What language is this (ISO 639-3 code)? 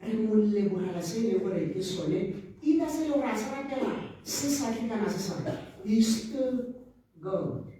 tsn